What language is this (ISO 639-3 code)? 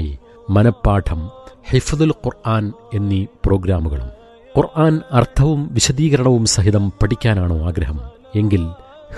mal